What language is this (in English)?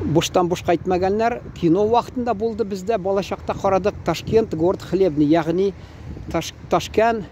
Tatar